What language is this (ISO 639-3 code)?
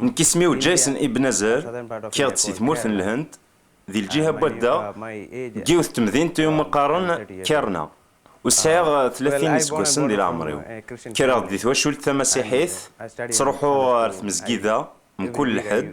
kab